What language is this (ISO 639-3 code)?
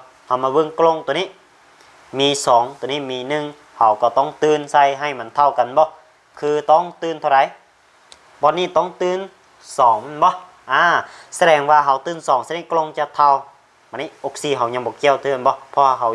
lao